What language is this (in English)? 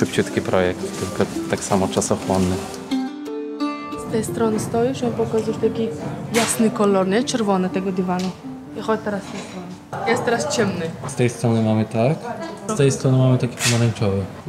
Polish